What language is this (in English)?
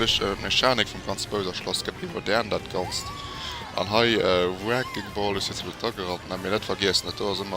Luxembourgish